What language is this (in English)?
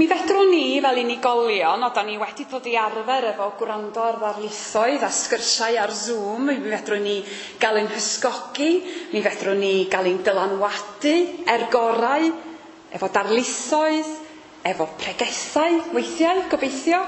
Welsh